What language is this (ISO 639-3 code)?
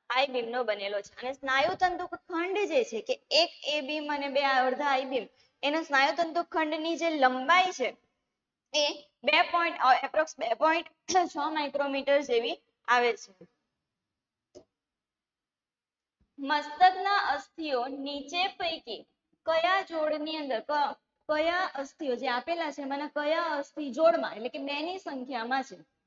guj